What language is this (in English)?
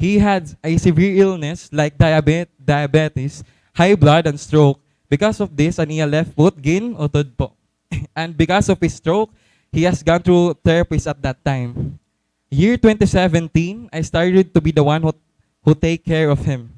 Waray